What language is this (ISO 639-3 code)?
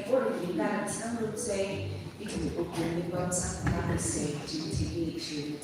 nmf